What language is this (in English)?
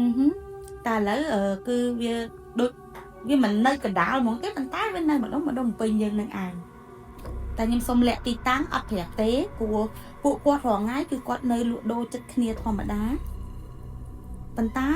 Khmer